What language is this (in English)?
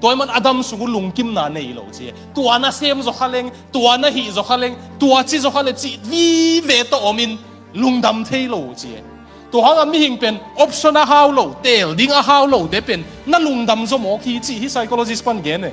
Tedim Chin